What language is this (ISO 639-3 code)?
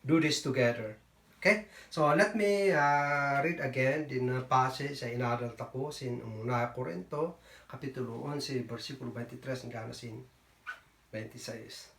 kne